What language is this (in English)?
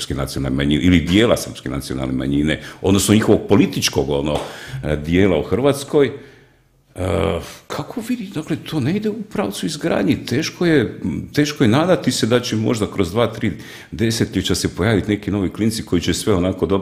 Croatian